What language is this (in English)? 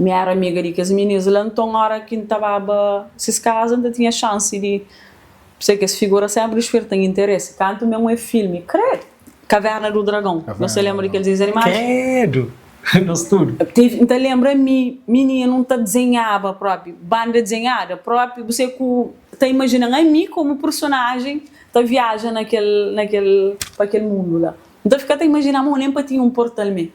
Kabuverdianu